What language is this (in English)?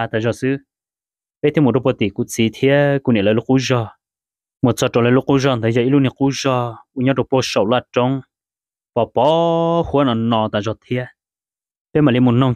Hmong